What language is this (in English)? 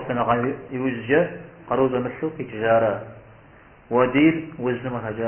Kabardian